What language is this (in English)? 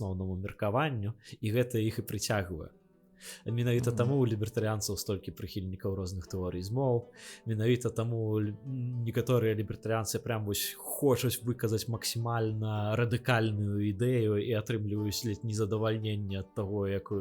Belarusian